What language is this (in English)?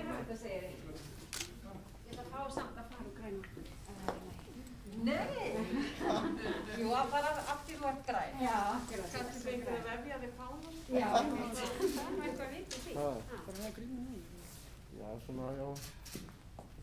Icelandic